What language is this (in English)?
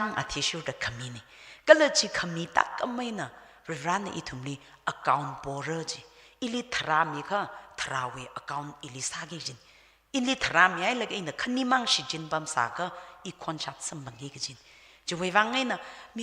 Tangkhul Naga (India)